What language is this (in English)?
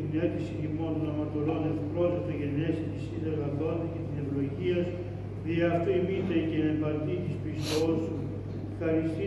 Greek